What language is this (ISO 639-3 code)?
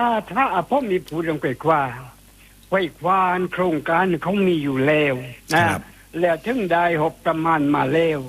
tha